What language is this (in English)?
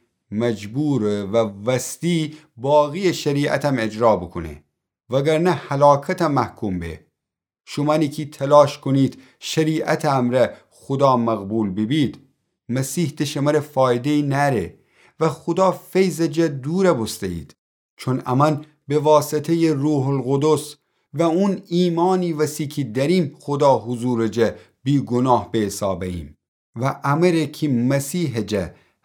Gilaki